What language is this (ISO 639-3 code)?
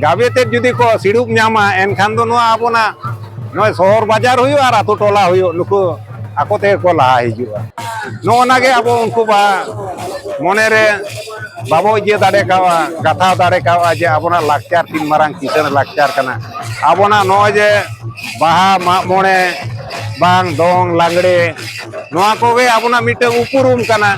sat